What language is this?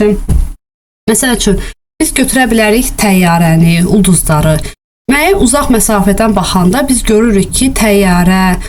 Azerbaijani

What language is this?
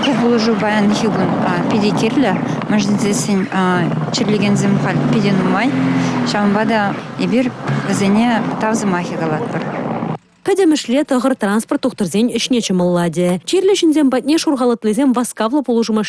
Chuvash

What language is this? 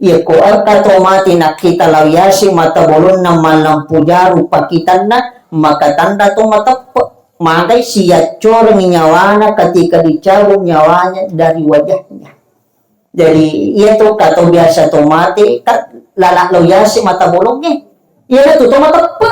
Buginese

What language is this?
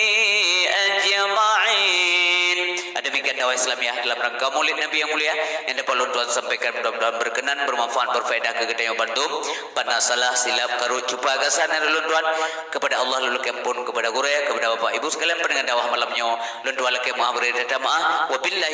Achinese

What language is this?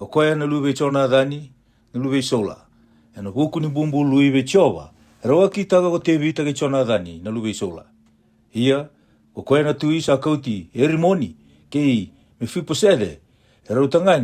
Fijian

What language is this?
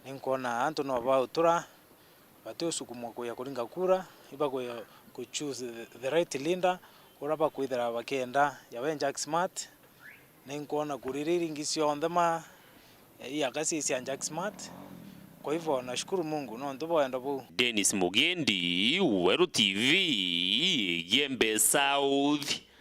Meru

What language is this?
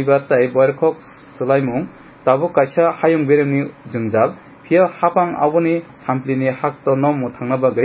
Kok Borok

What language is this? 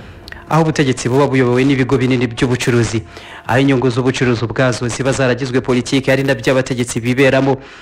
Kinyarwanda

